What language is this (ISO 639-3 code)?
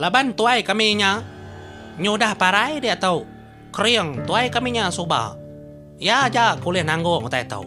iba